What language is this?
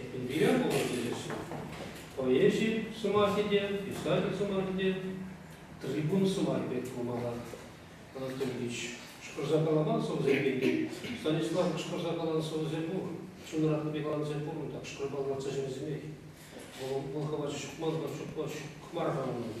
Chuvash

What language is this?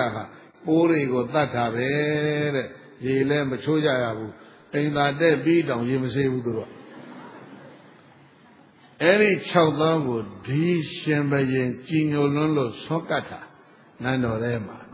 Burmese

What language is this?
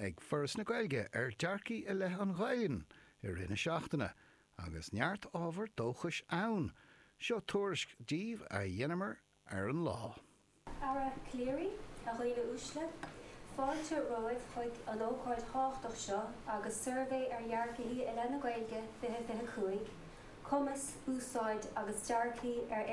Irish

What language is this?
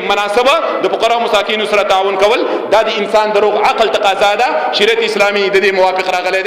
Pashto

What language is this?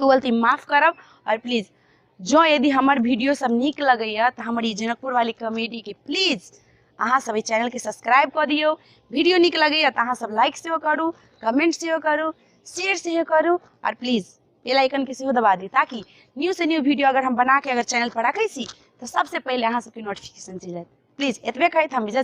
Maithili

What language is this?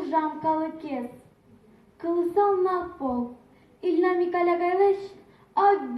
Udmurt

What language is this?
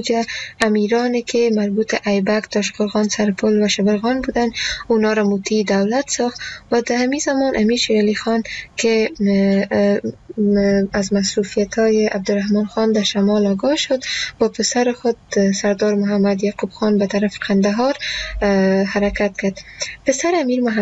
Persian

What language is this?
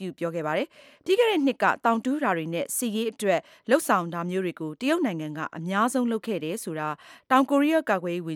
Burmese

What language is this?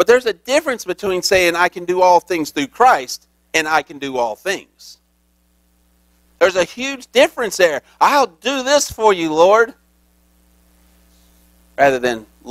English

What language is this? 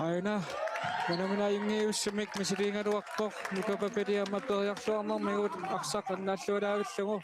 Kalaallisut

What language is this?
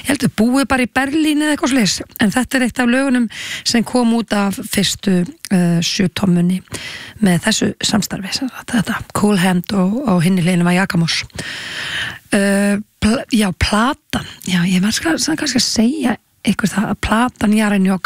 Icelandic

